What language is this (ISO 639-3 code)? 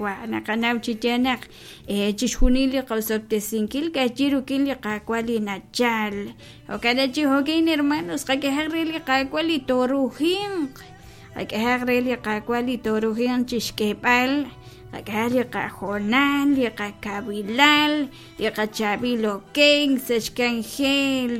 kek